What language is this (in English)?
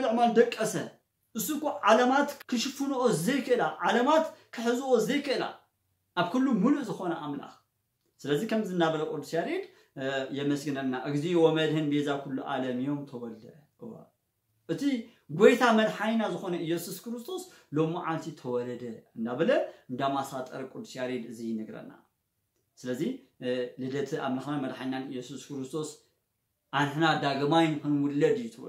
Tigrinya